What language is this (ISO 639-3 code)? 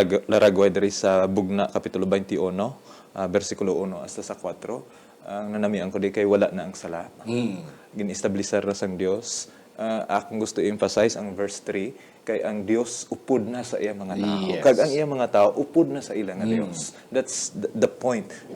hil